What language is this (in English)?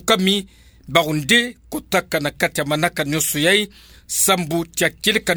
Kituba (Democratic Republic of Congo)